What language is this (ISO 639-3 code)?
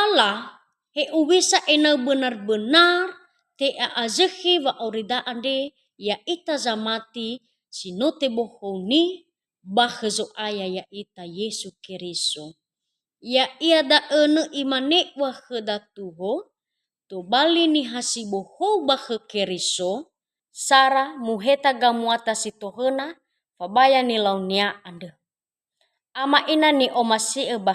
nia